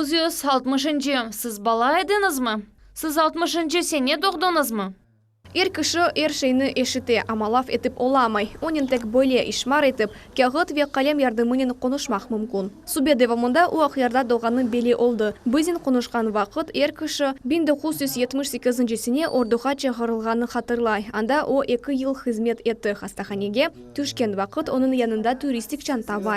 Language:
Crimean Tatar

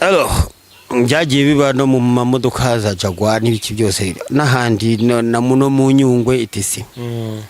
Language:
Kinyarwanda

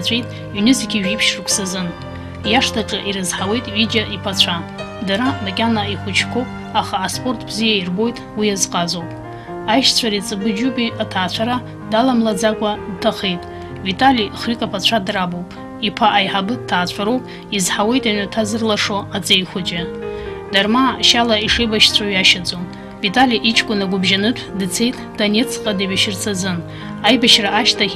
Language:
Abkhazian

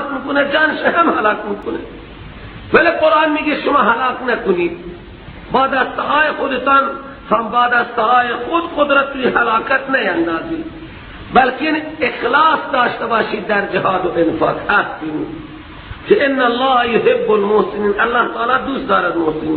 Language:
Persian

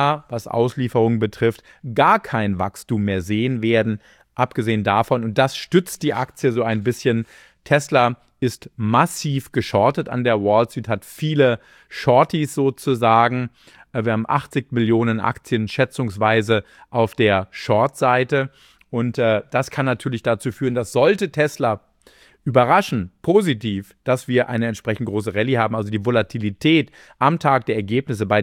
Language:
German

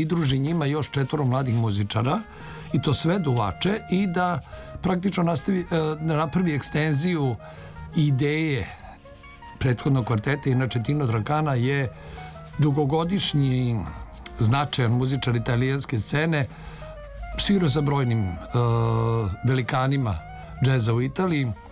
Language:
Serbian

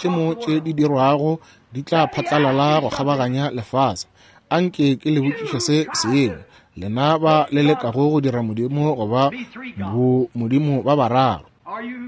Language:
Northern Sotho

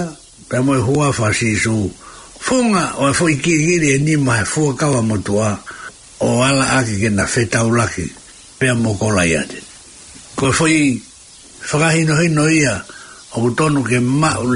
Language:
Tongan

